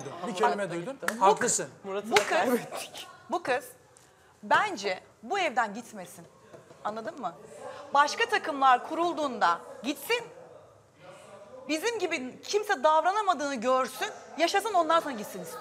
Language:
Turkish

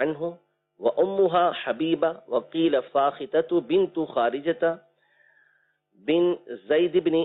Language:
Urdu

